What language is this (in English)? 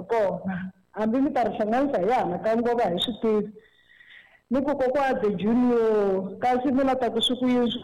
Tsonga